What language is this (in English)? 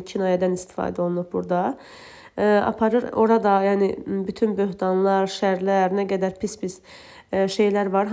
Azerbaijani